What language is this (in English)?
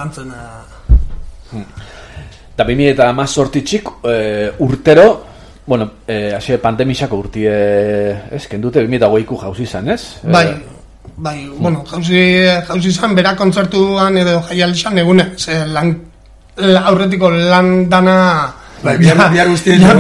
Basque